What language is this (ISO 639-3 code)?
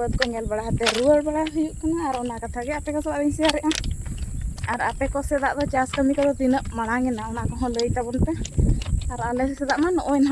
sat